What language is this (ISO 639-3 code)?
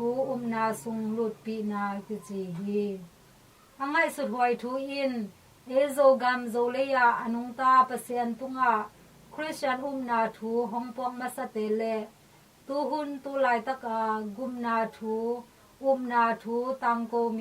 ctd